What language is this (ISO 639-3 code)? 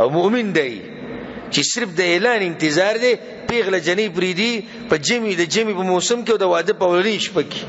pus